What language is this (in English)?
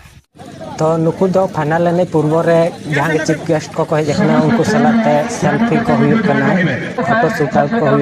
Santali